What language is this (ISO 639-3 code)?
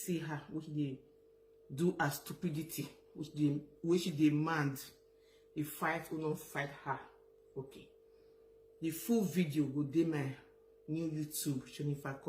pcm